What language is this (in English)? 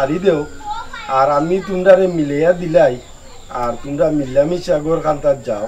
Sylheti